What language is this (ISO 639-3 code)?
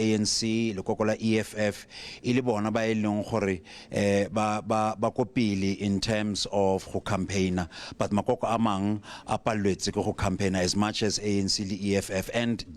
tsn